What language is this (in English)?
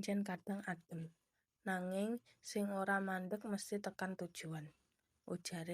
Javanese